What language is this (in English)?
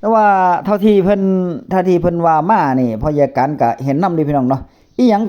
Northeastern Thai